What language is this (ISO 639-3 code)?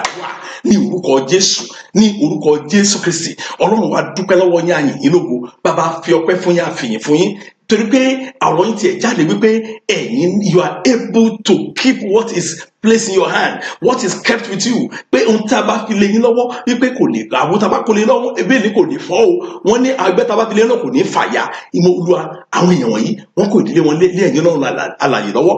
yor